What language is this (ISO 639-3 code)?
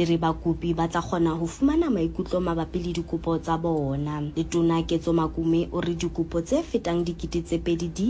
sot